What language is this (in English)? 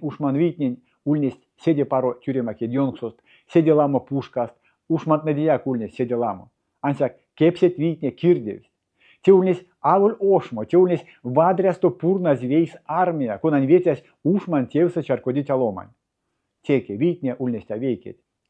Erzya